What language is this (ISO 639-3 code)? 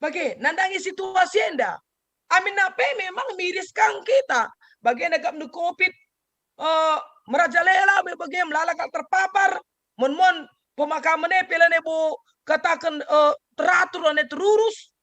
btx